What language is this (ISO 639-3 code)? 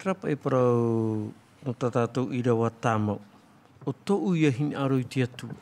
tah